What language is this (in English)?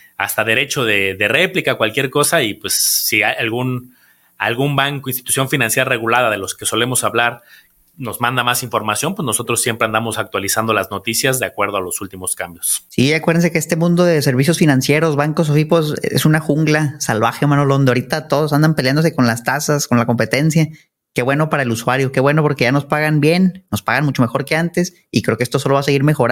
Spanish